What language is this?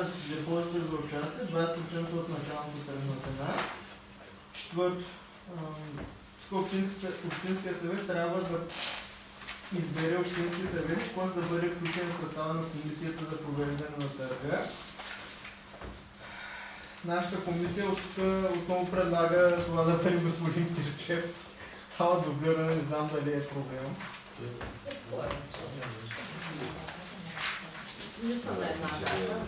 Bulgarian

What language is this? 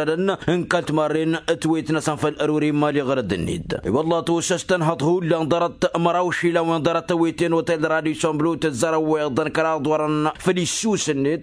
Tamasheq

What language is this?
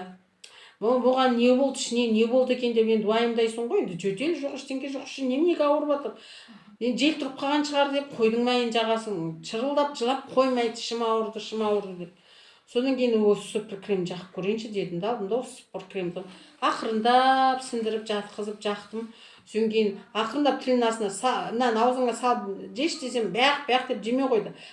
Kazakh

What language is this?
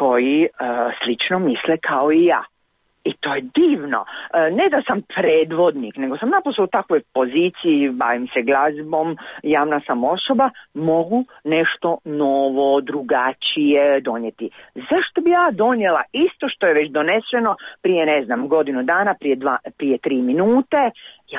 Croatian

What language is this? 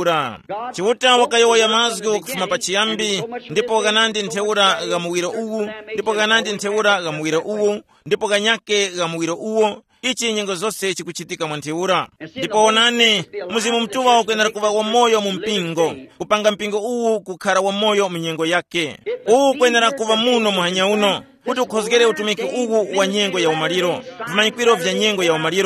Tumbuka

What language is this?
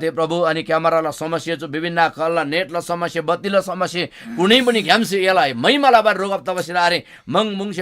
Eastern Tamang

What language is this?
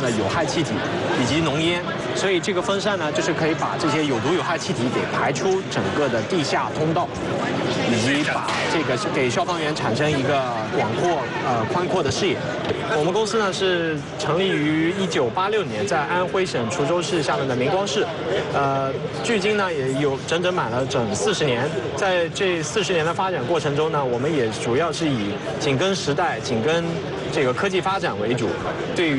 Chinese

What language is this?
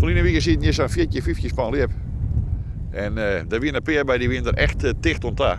Western Frisian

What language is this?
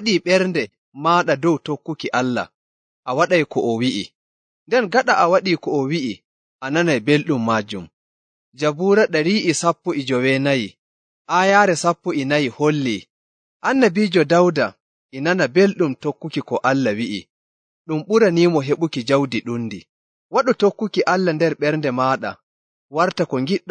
Nigerian Fulfulde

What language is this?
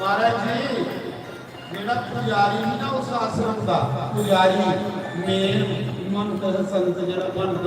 Dogri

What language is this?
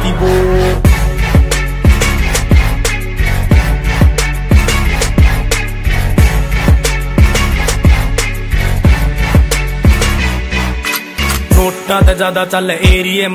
Haryanvi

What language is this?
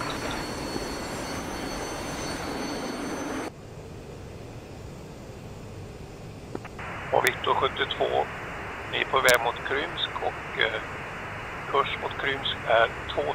Swedish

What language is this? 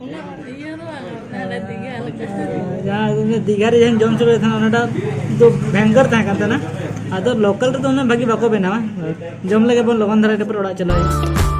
Santali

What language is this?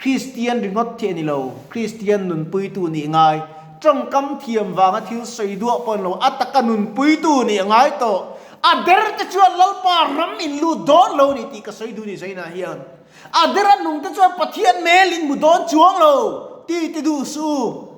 Mizo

